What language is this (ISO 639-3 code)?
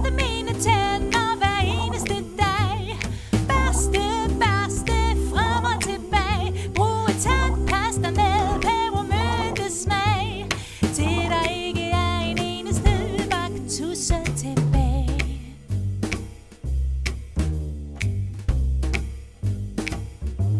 dan